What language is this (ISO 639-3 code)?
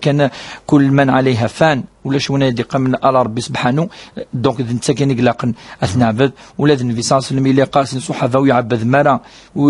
kab